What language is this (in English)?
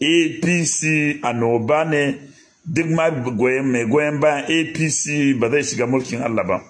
Hausa